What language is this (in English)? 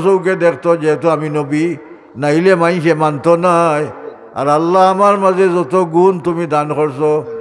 Sylheti